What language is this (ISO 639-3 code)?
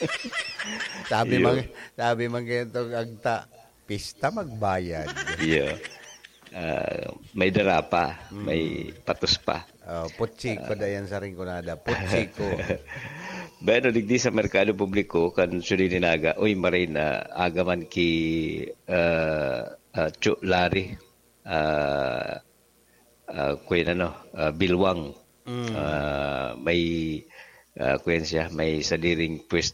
bik